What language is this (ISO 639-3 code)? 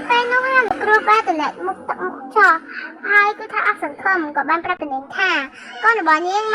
khm